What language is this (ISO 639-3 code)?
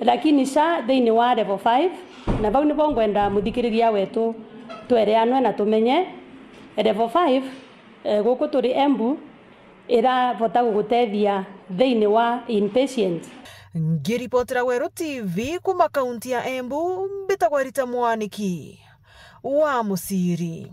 mer